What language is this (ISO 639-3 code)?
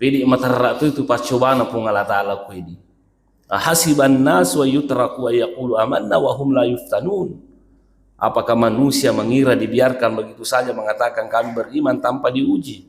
bug